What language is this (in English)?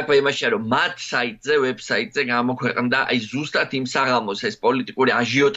Georgian